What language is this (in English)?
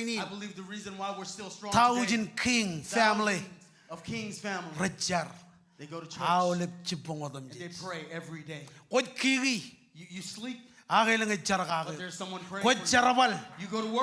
Marshallese